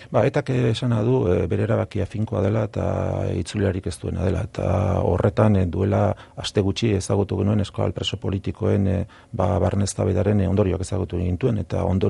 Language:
Basque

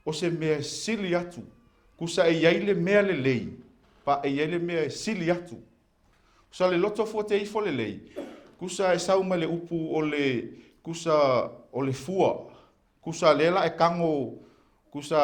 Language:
Samoan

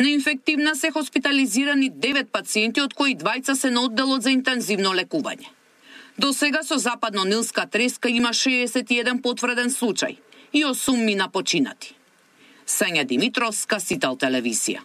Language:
Macedonian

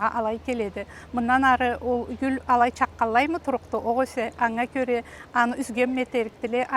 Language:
Karachay-Balkar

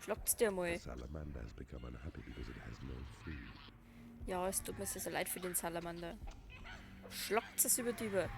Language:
Bavarian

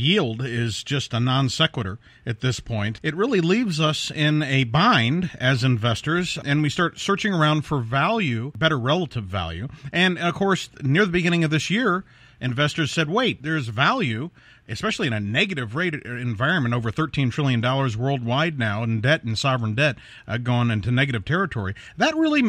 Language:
English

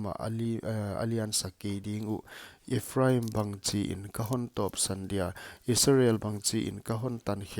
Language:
Paite Chin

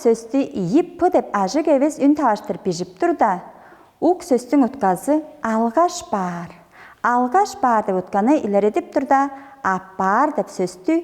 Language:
Tuvinian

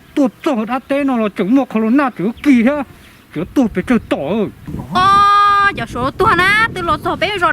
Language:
Hmong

